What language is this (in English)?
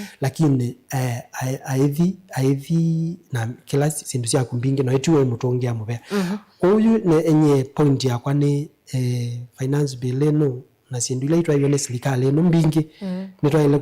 Kamba